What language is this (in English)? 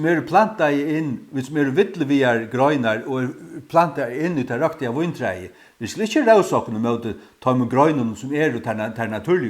Faroese